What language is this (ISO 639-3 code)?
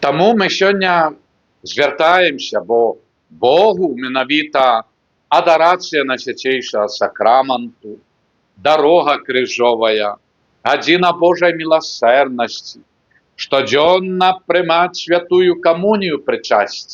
bel